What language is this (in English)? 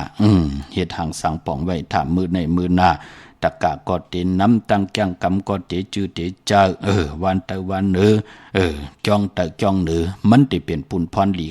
Shan